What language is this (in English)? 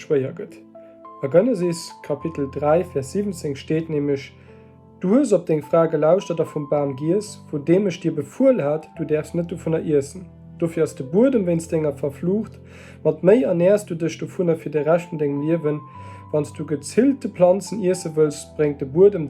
Luxembourgish